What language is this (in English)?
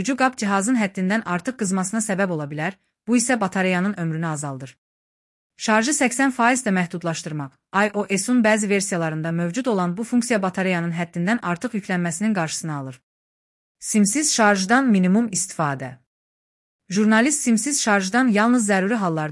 Azerbaijani